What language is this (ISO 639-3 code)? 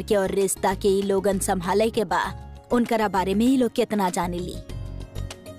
bho